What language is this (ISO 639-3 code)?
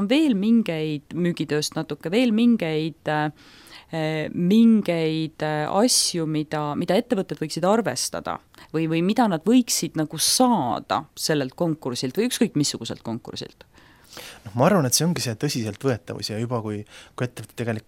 est